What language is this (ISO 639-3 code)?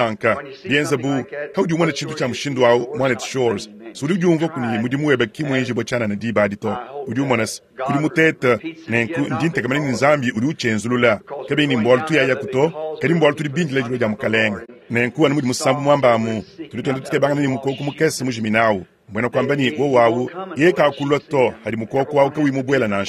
lua